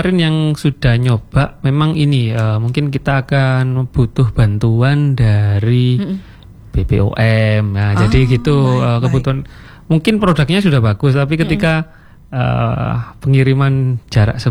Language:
Indonesian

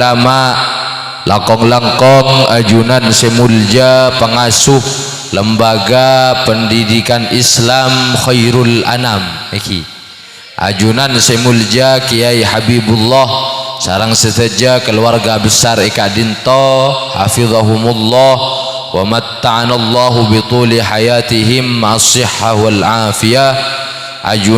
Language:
Madurese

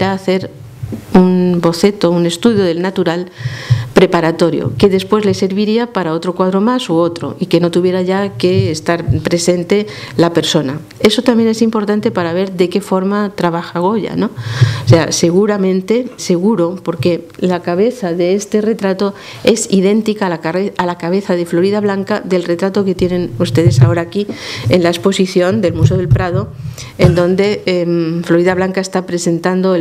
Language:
Spanish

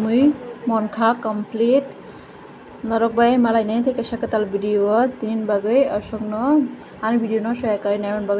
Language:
Kok Borok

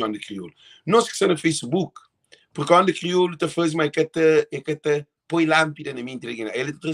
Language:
Kabuverdianu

